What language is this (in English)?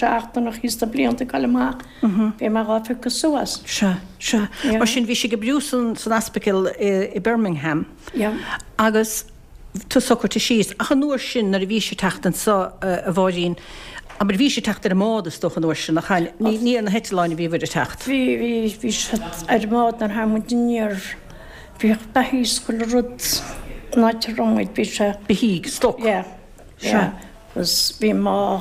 Irish